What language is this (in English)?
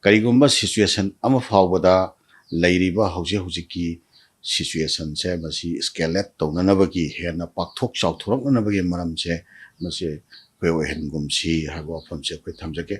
Manipuri